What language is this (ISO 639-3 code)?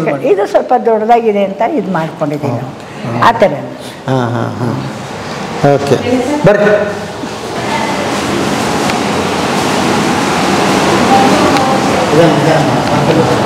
kan